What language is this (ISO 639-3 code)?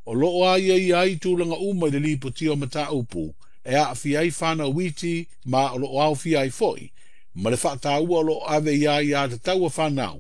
smo